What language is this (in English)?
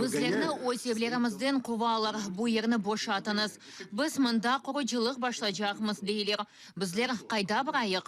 Crimean Tatar